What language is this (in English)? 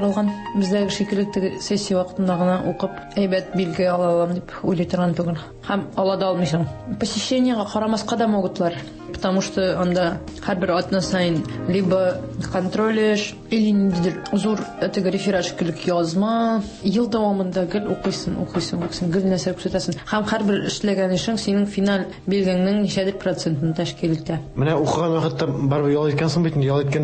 Tatar